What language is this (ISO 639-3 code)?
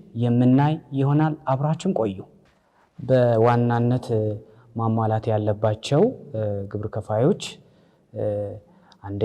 amh